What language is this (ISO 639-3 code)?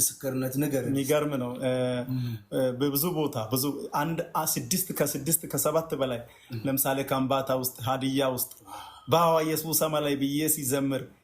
amh